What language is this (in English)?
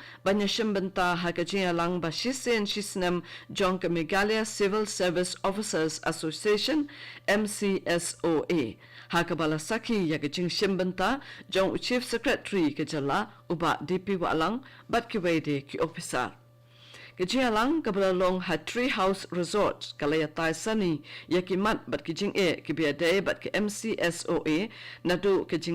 Khasi